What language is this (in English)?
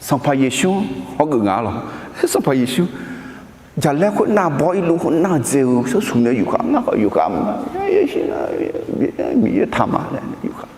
Akha